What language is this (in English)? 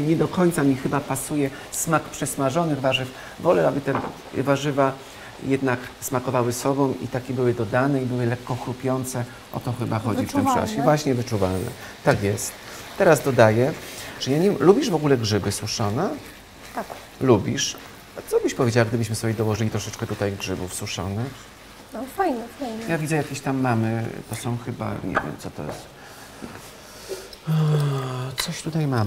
Polish